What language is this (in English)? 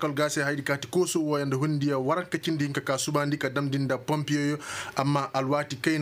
Koyraboro Senni